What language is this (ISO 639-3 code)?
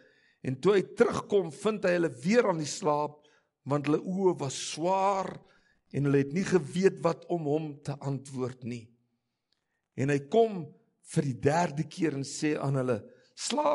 afr